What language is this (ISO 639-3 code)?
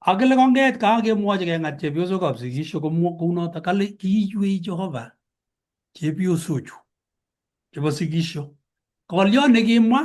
kln